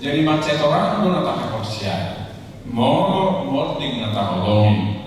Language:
Batak Toba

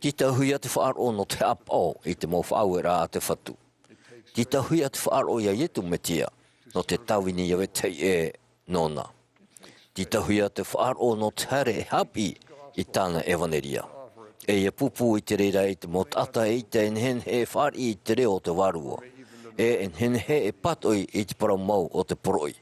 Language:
Tahitian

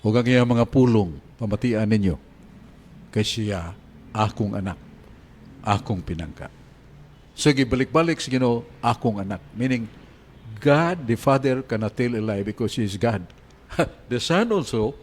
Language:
Cebuano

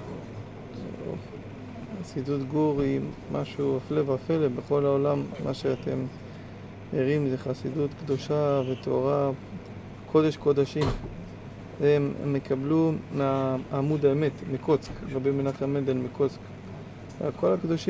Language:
Hebrew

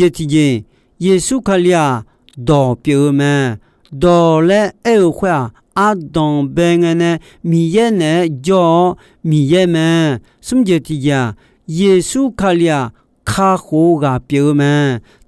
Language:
Akha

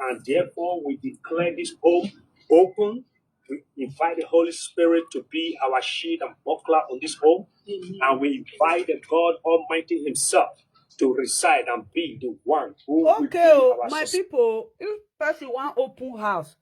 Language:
Nigerian Pidgin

